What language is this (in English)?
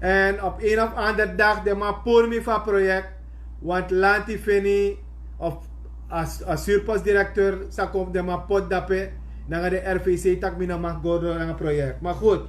Sranan Tongo